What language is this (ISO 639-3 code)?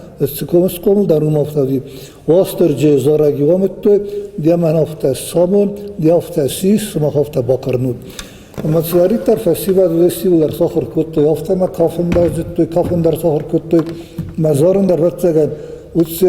oss